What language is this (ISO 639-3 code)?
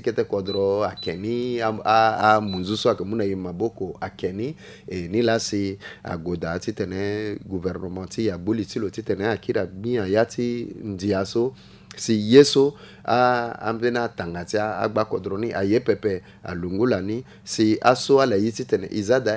sag